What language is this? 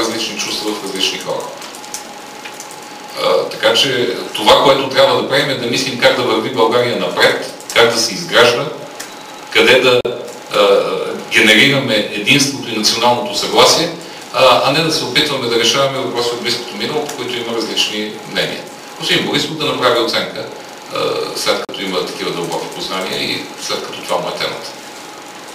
Bulgarian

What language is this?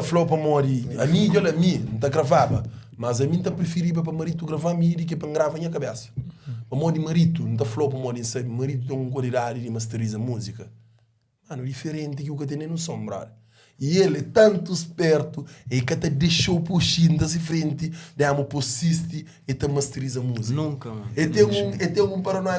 Kabuverdianu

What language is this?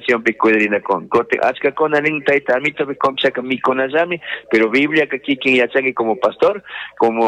Chimborazo Highland Quichua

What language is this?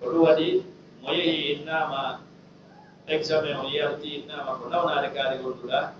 Fula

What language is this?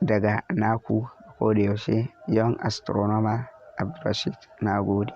Hausa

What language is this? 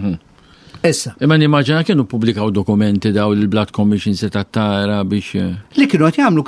Maltese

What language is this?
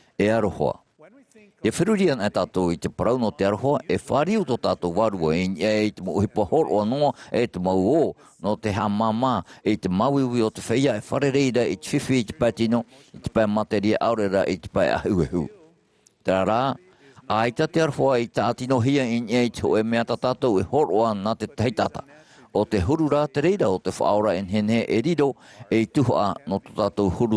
Tahitian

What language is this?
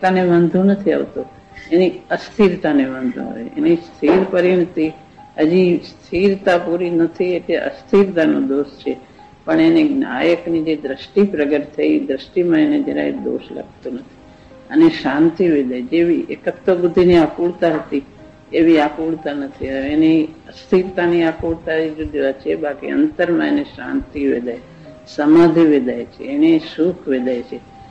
Gujarati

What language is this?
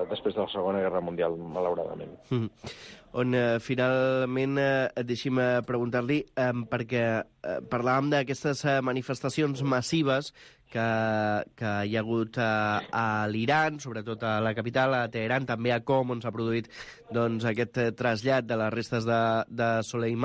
Catalan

